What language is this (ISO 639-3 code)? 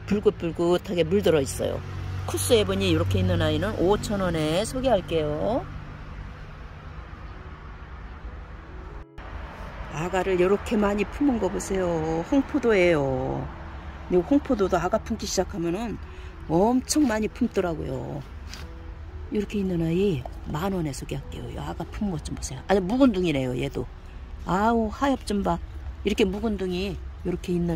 kor